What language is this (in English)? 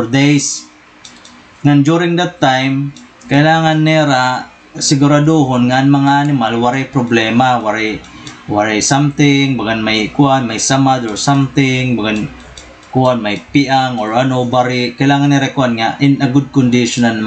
Waray